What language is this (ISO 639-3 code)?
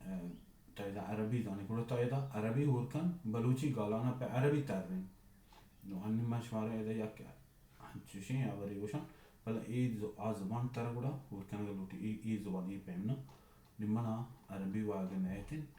bal